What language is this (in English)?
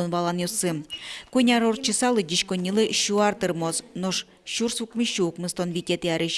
Udmurt